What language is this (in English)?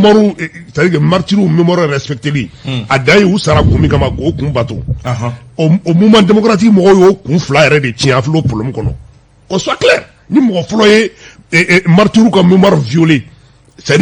Bambara